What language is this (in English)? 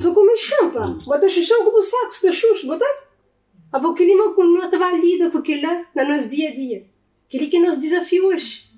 Kabuverdianu